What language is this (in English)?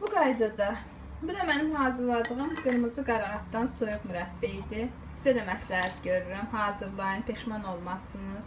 Azerbaijani